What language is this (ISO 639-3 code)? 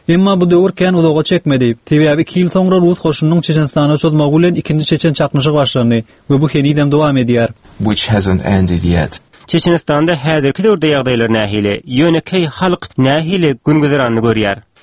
tuk